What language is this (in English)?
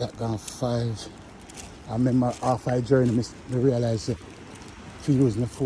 Jamaican Creole English